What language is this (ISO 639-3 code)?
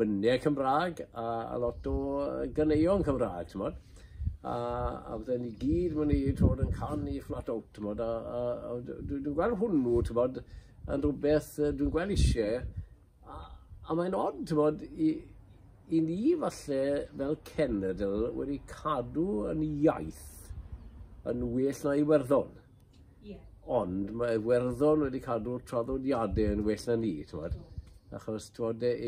cym